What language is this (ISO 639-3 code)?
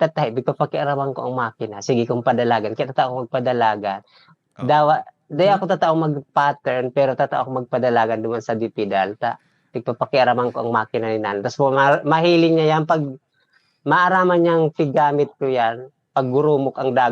bik